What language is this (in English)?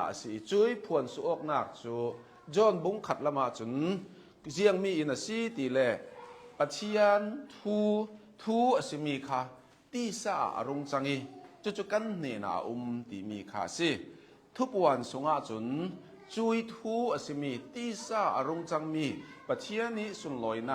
Hakha Chin